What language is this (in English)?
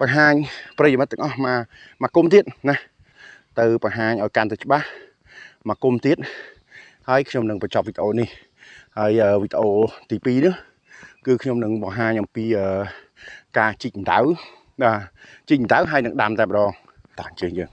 Khmer